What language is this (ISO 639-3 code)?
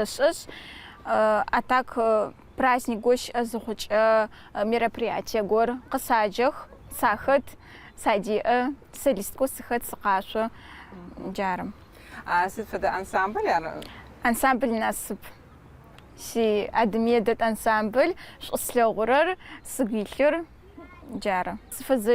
ady